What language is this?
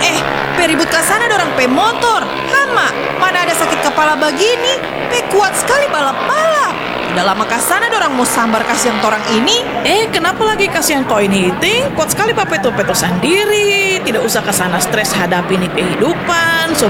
Indonesian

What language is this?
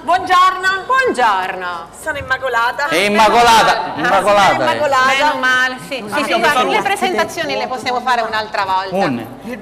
Sicilian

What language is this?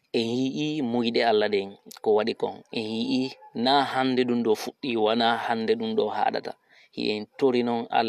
Fula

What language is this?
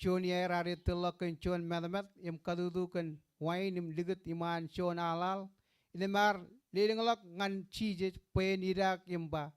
Marshallese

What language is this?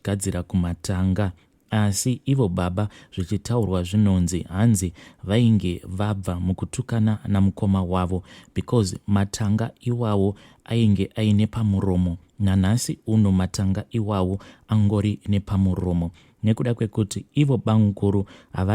Shona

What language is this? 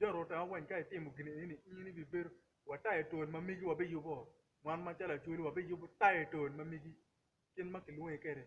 Acoli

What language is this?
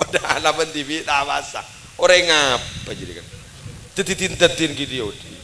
Madurese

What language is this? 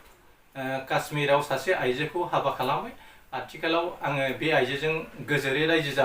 Bodo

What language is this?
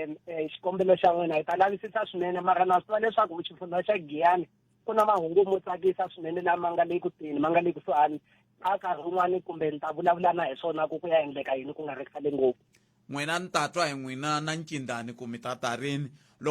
Tsonga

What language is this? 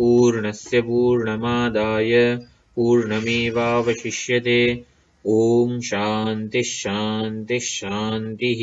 Gujarati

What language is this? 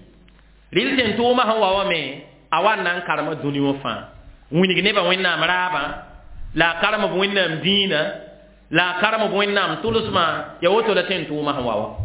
Mossi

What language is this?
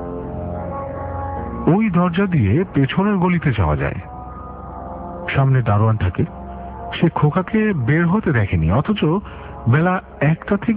Bangla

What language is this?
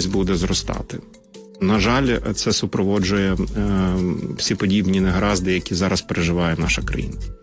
Ukrainian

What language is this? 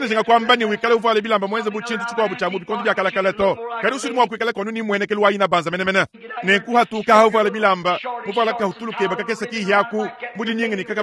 Luba-Lulua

